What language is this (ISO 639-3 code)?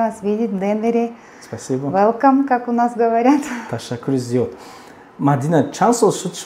tgk